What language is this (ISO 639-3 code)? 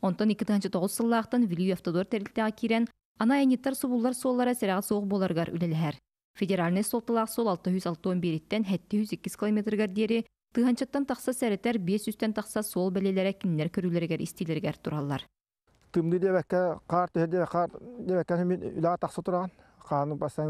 sah